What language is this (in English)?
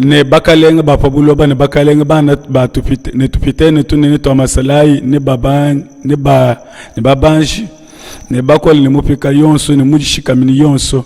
Luba-Lulua